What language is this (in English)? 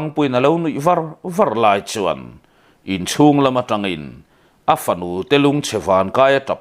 Mizo